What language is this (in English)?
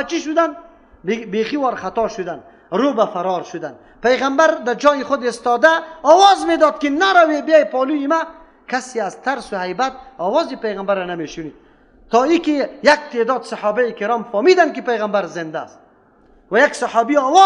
Persian